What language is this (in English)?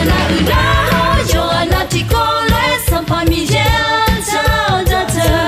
Akha